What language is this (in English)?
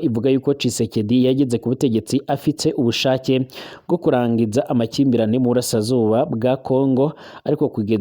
Rundi